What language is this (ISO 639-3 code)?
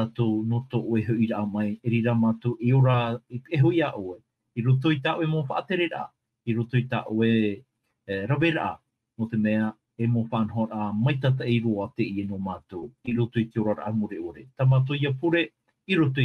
tah